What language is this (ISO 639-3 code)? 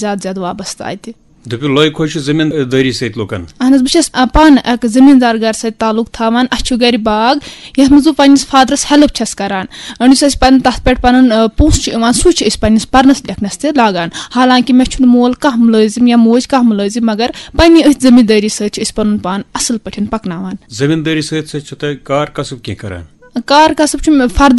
kas